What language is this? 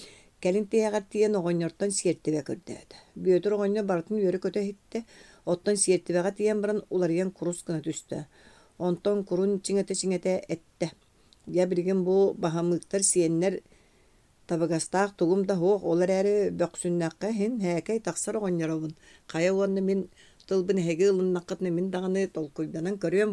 Yakut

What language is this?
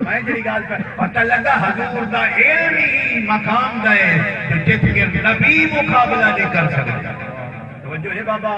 Saraiki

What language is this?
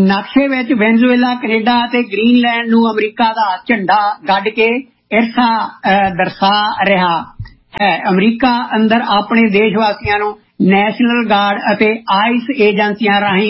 Punjabi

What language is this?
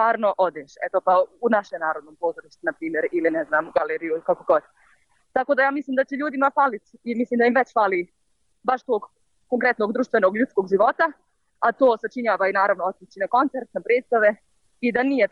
Bosnian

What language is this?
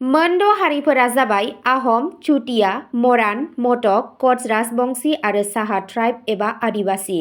Bodo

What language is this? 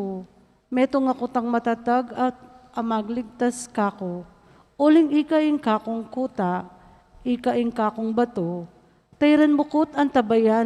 Pampanga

